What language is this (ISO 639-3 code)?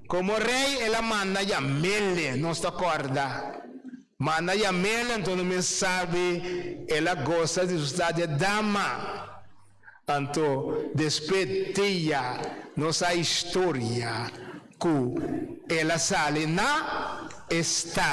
pap